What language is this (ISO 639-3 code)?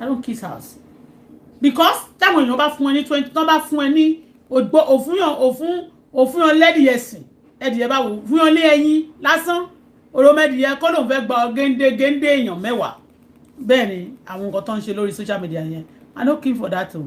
yor